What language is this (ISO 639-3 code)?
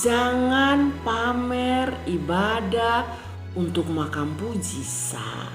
mkn